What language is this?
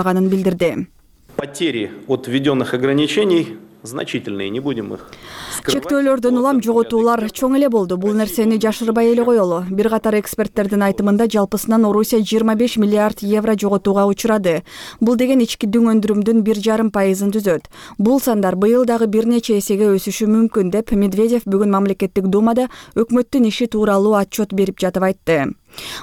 Kyrgyz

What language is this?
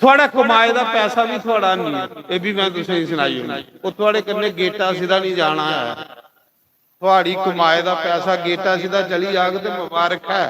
Dogri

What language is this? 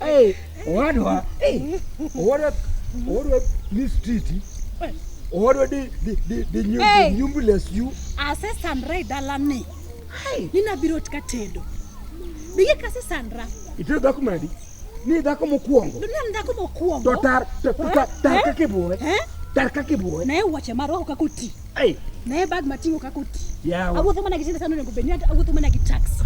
Luo (Kenya and Tanzania)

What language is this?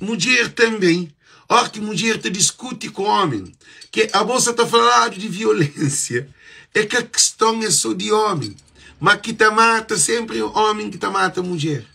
Kabuverdianu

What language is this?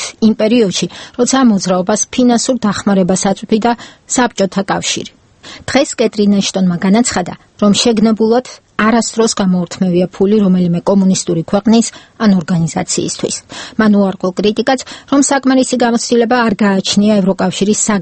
Georgian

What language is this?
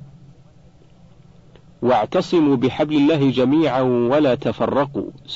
Arabic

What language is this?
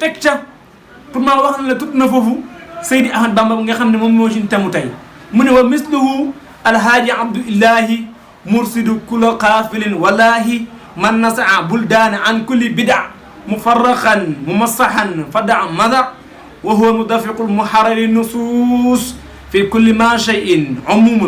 Wolof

